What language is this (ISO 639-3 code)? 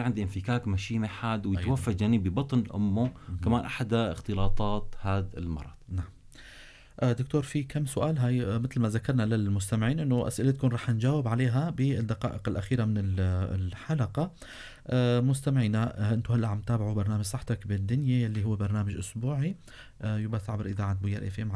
apc